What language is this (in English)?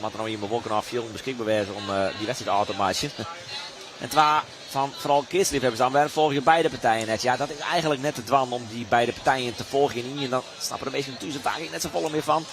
Western Frisian